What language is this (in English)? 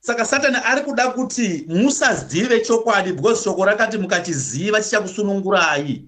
Shona